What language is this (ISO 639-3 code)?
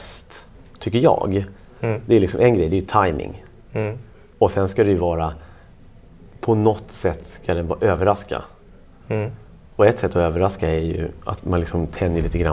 swe